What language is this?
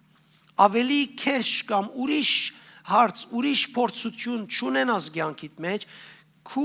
Western Armenian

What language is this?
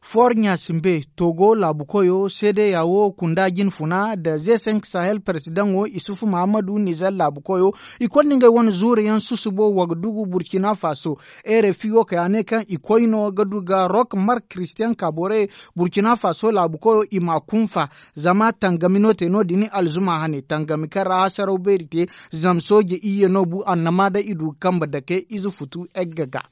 Zarma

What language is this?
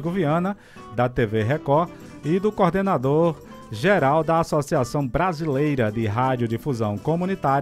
Portuguese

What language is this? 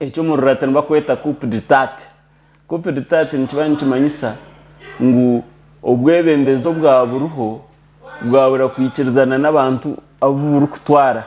Nyankole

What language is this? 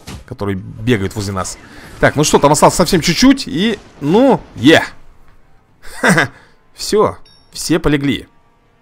Russian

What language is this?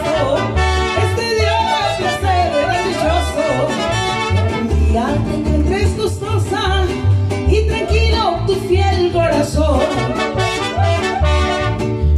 Spanish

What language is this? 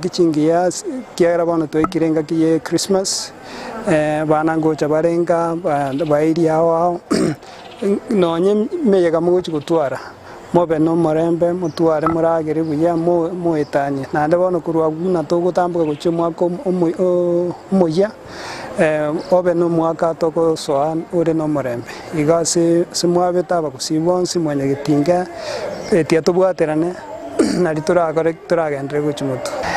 Gusii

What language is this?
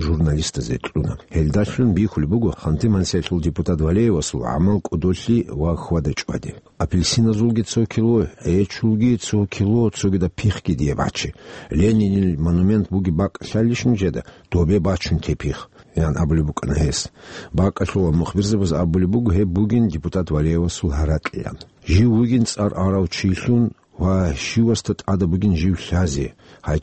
Avaric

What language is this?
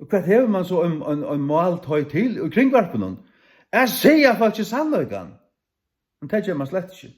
Faroese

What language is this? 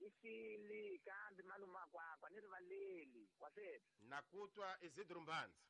Tsonga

